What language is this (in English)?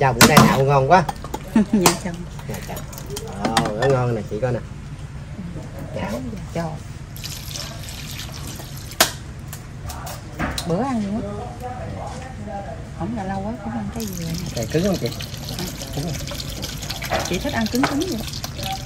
Vietnamese